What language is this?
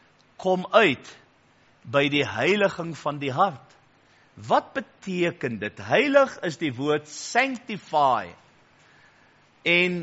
Afrikaans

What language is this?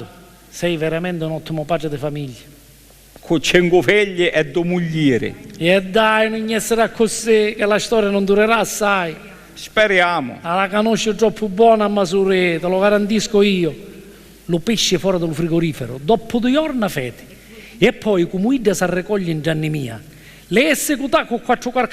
Sicilian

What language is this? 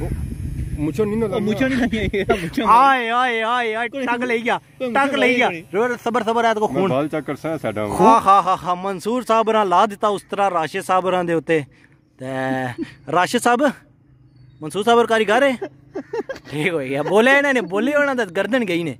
Pahari-Potwari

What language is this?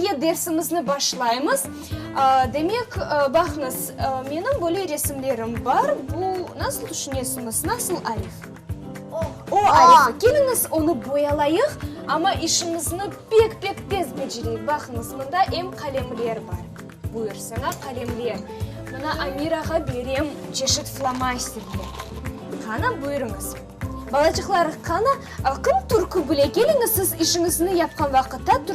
Crimean Tatar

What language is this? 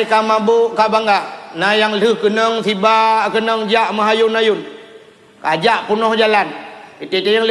Achinese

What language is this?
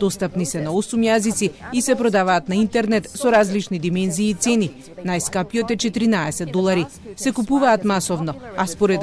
Macedonian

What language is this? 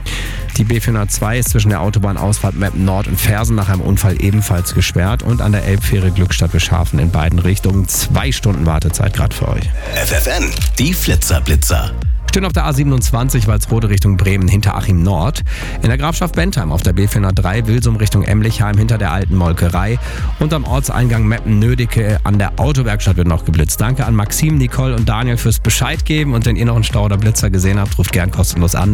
German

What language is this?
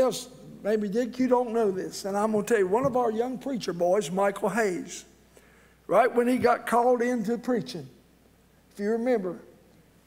English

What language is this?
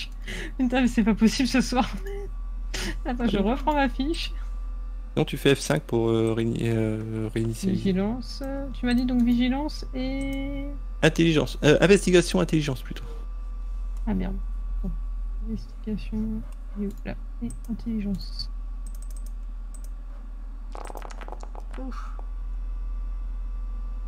French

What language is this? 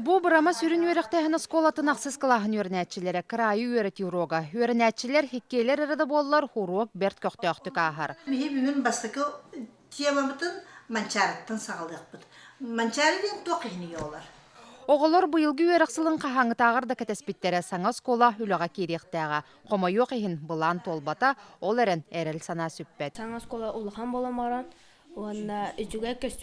Yakut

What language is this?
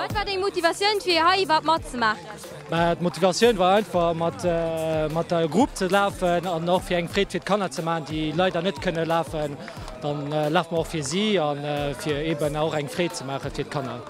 Luxembourgish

